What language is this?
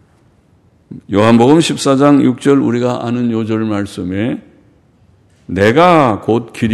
Korean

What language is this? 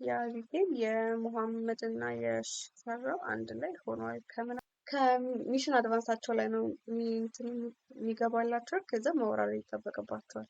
Amharic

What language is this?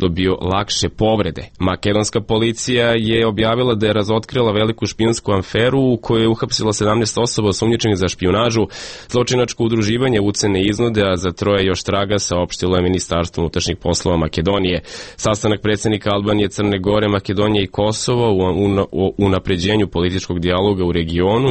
Serbian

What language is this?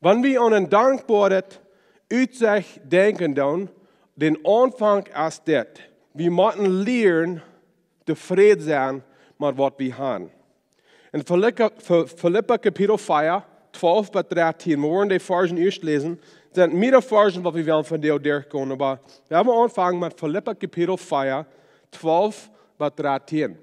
Plautdietsch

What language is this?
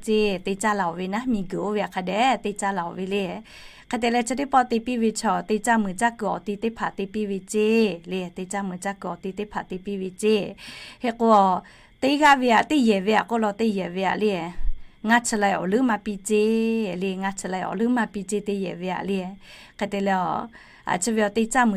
Lahu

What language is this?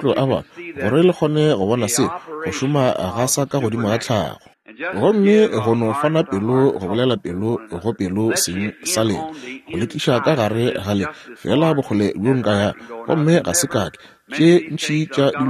Northern Sotho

